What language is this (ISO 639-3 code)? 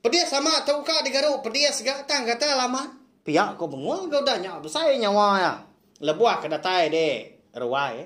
iba